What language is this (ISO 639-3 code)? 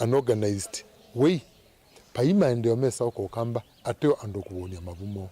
kam